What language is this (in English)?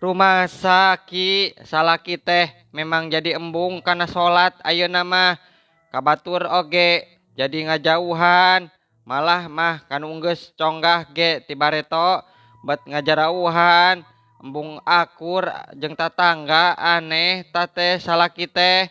Sundanese